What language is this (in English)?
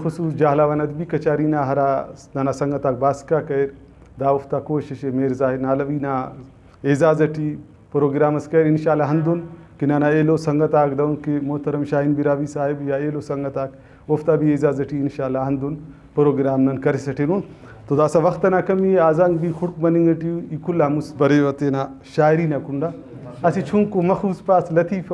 Brahui